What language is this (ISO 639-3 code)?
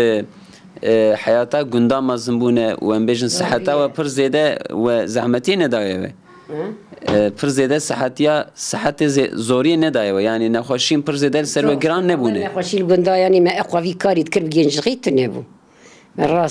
kur